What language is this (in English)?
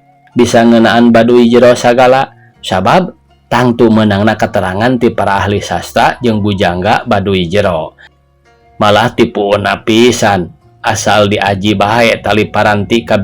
Sundanese